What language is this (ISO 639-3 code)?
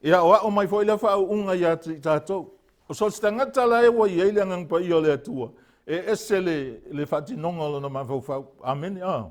smo